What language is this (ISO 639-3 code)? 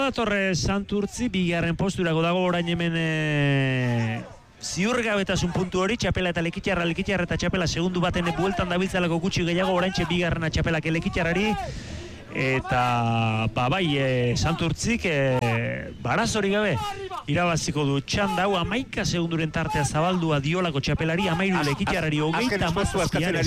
eus